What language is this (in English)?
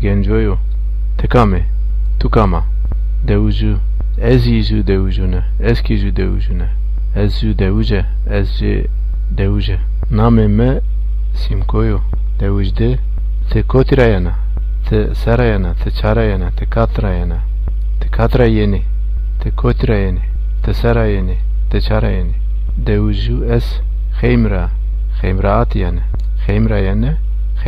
Zaza